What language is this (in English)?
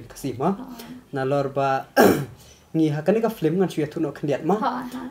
Khasi